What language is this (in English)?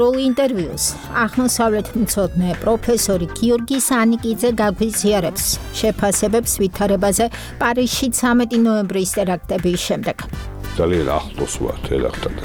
Georgian